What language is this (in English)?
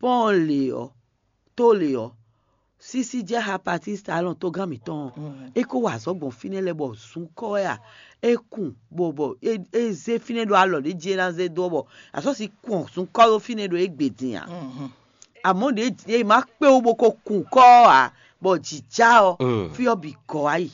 Fon